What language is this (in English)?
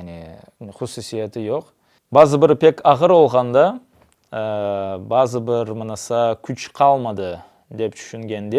Crimean Tatar